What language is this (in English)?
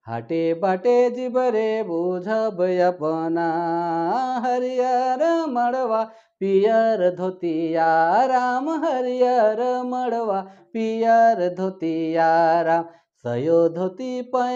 Sadri